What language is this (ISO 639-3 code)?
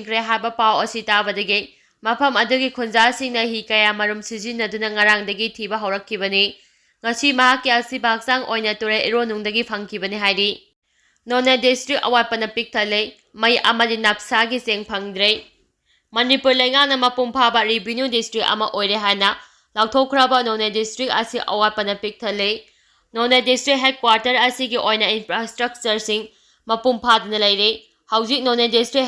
mni